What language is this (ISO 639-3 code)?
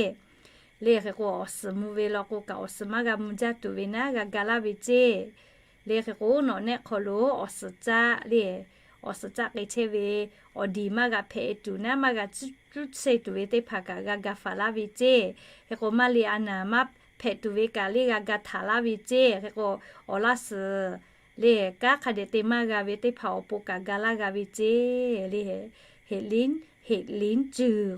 lhu